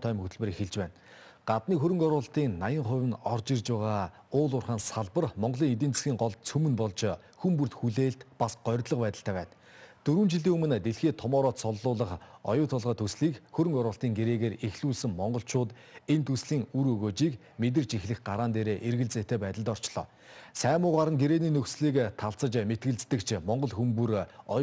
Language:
Mongolian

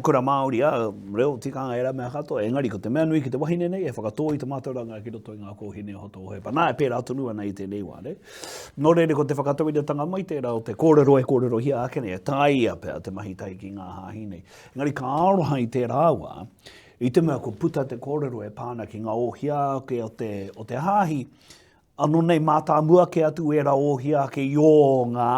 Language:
Māori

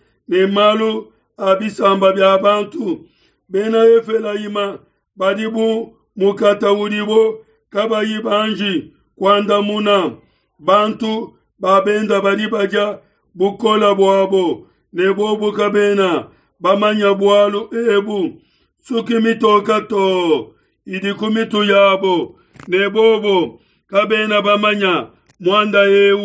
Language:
Luba-Lulua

